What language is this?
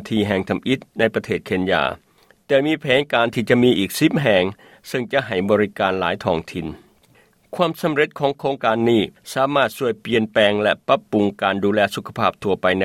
Lao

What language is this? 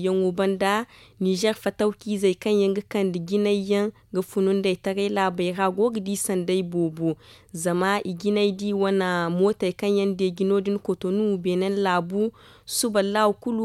Zarma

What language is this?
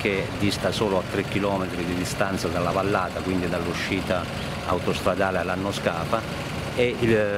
Italian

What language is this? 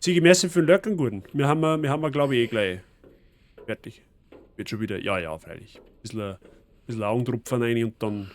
Bavarian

